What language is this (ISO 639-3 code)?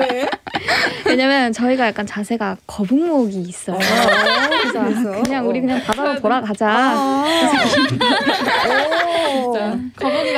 kor